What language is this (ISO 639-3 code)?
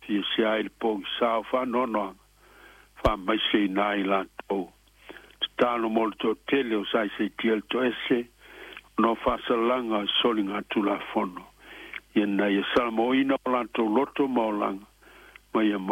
smo